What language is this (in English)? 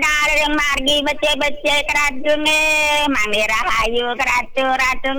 Balinese